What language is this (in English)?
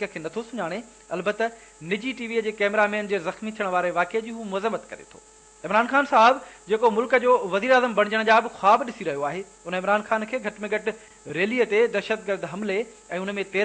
Sindhi